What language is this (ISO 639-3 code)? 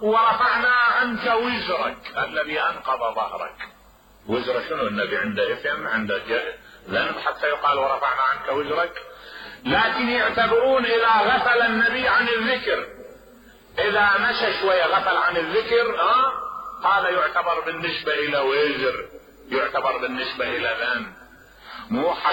acm